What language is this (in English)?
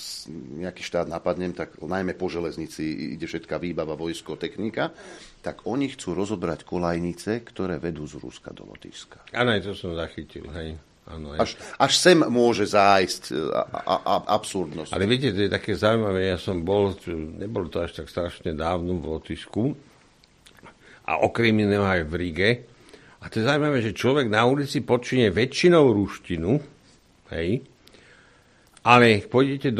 Slovak